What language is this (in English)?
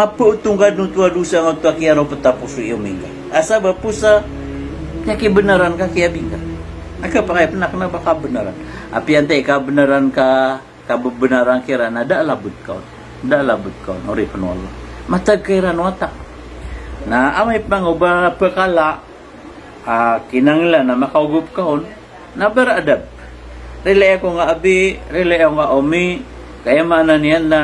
Maranao